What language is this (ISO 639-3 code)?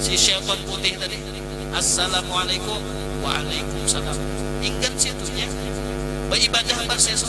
bjn